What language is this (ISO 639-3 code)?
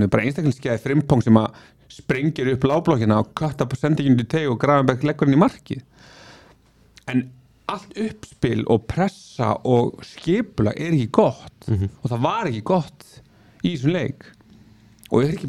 isl